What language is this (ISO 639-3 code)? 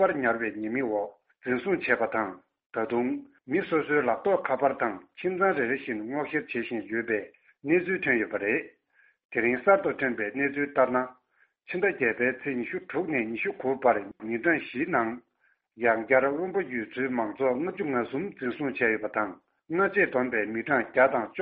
bod